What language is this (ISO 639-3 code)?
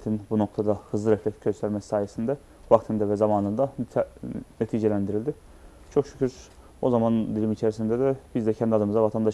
tur